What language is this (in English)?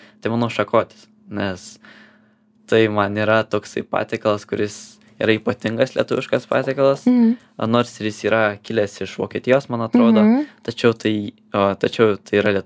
Lithuanian